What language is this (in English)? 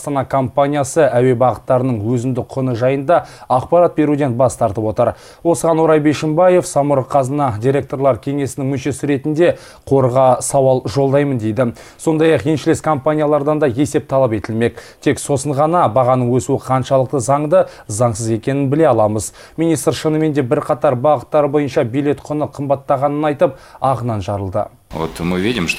Kazakh